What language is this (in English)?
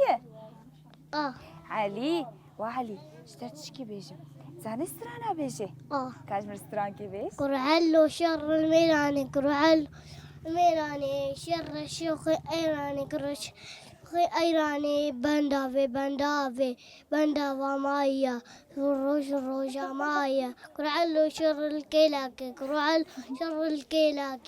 Kurdish